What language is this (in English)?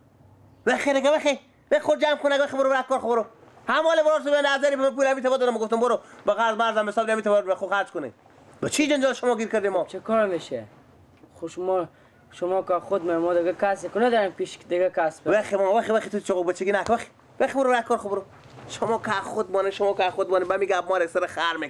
Persian